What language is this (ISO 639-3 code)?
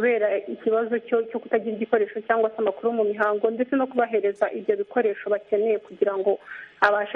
kin